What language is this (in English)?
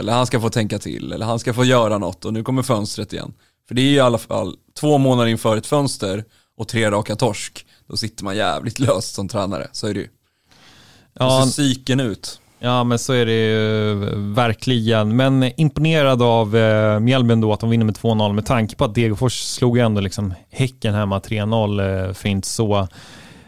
Swedish